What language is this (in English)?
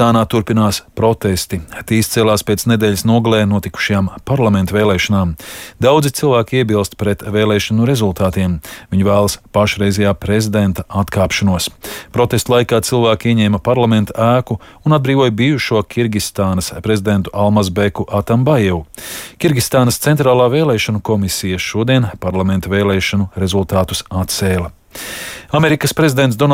Latvian